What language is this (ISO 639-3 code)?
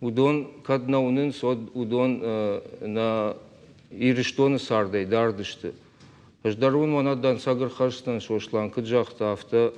oss